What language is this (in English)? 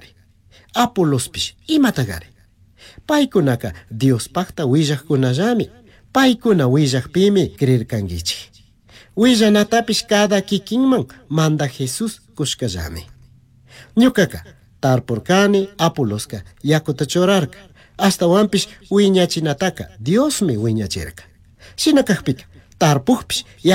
Chimborazo Highland Quichua